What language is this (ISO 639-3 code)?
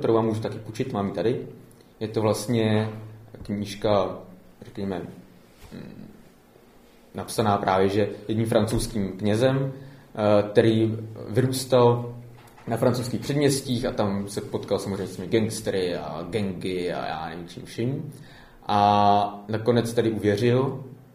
ces